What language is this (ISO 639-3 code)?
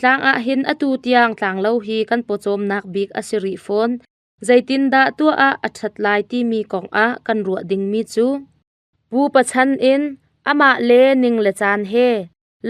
cnh